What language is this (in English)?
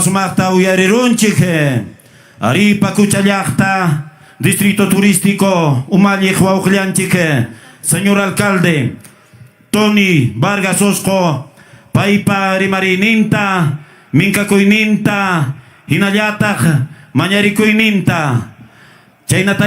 Ayacucho Quechua